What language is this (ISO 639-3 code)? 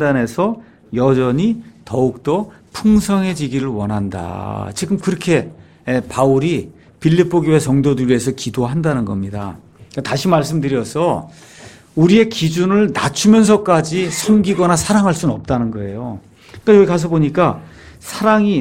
kor